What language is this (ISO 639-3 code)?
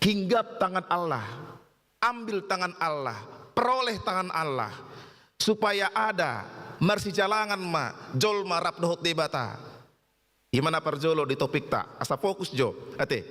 bbc